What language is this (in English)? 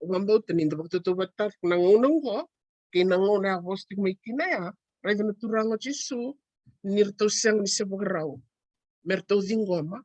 Fijian